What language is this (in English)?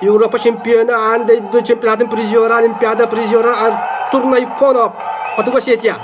Yakut